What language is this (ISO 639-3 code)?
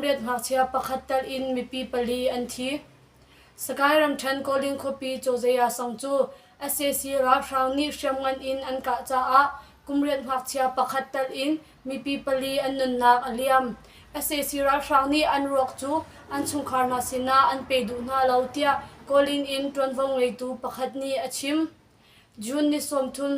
cnh